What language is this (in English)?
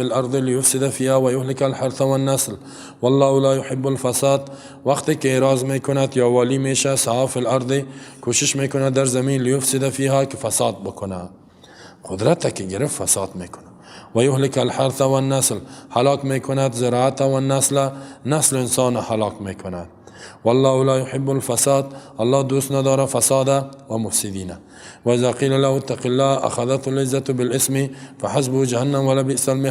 Persian